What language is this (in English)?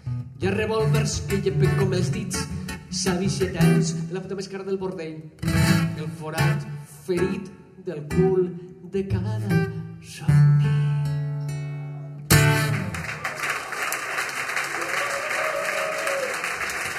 Catalan